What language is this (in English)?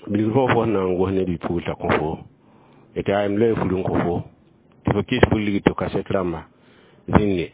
Mossi